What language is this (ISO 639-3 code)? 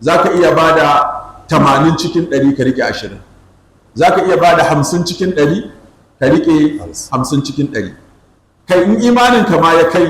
hau